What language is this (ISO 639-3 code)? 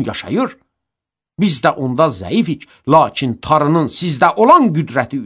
aze